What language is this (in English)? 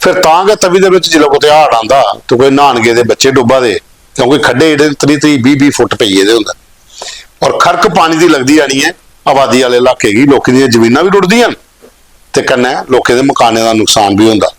Dogri